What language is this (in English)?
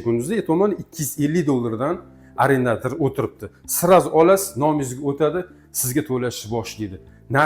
Uzbek